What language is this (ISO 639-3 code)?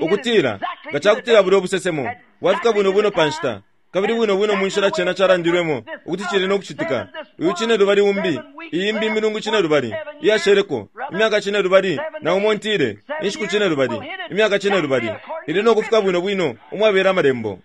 bem